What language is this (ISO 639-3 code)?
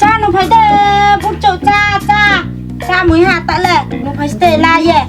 ria